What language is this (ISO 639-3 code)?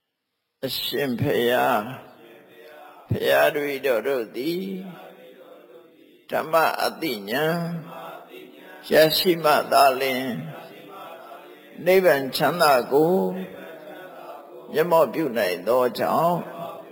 mya